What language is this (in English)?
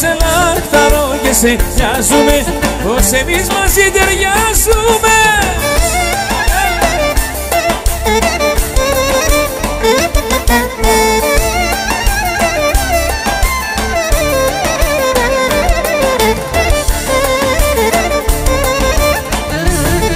Greek